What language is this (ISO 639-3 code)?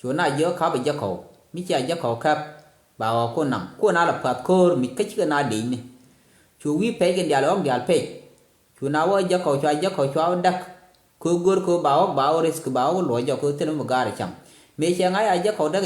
nus